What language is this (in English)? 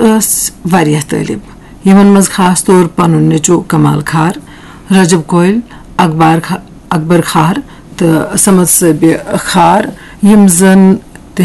Kashmiri